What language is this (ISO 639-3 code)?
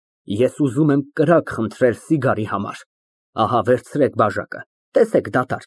hye